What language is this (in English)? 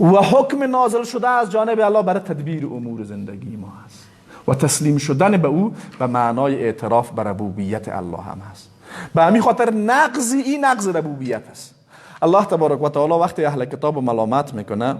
Persian